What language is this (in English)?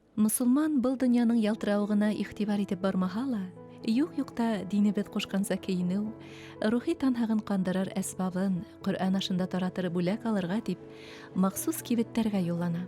Bashkir